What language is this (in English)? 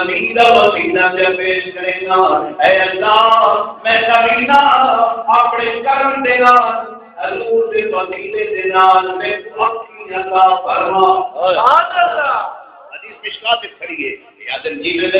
Saraiki